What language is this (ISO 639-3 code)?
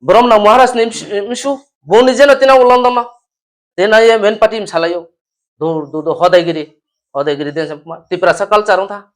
ria